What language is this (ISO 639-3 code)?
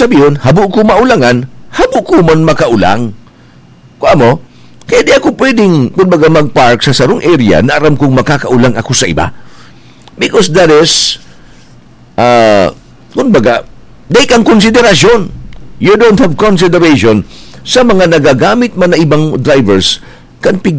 bik